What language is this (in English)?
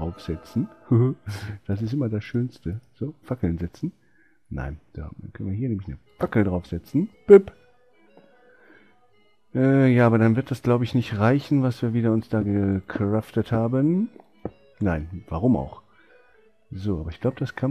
German